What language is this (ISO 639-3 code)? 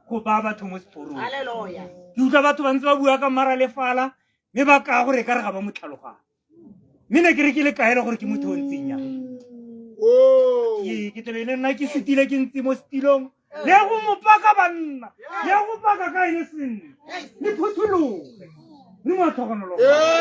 tsn